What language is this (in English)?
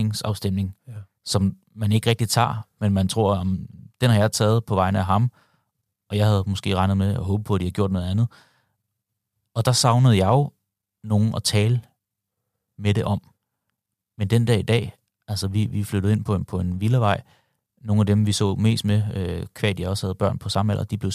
Danish